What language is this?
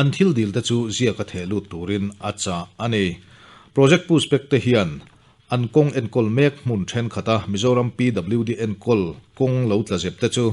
Mizo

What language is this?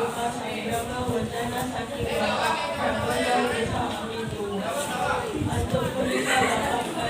Balinese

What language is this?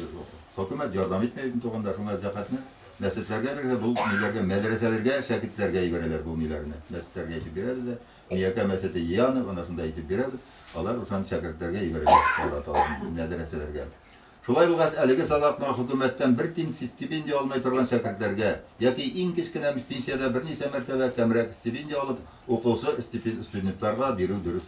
Bashkir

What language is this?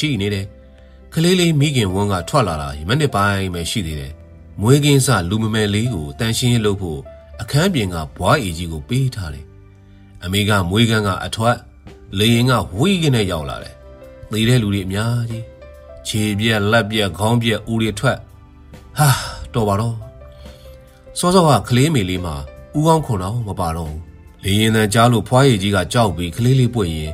Burmese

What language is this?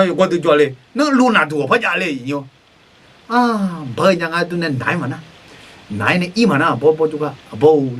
Akha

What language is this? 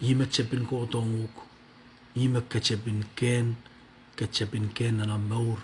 Pohnpeian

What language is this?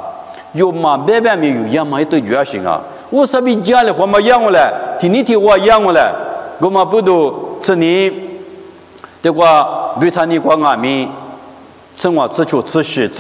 Lisu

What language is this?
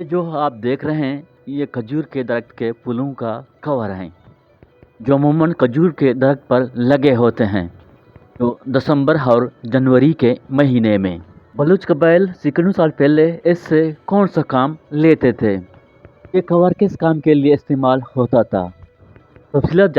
Eastern Balochi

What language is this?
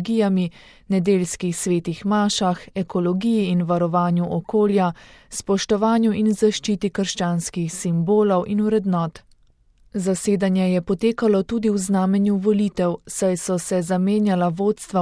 Slovenian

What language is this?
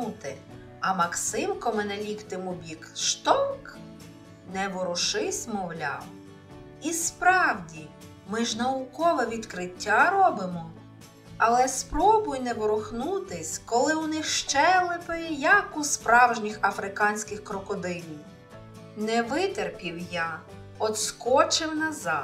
Ukrainian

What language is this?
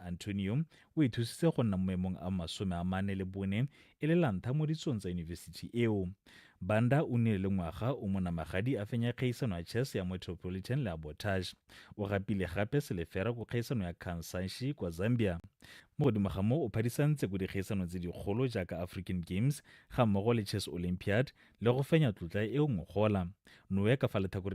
Tswana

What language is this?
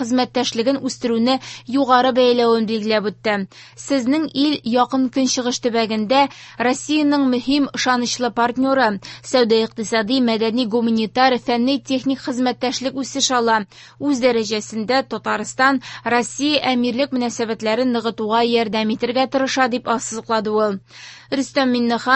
Tatar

